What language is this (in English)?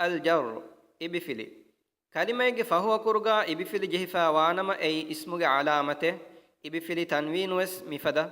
Divehi